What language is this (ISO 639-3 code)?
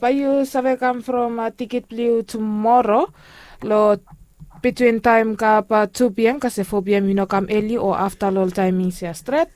bis